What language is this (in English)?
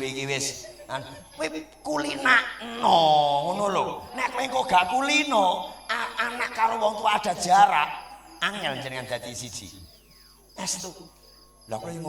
Javanese